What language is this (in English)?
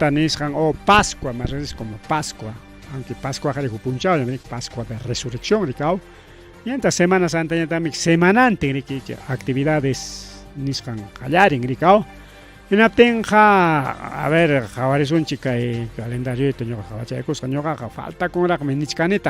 Ayacucho Quechua